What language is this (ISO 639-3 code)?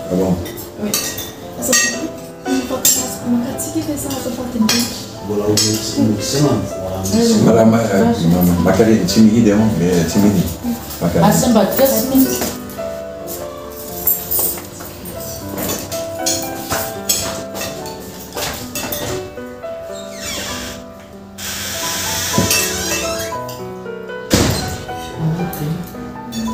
fra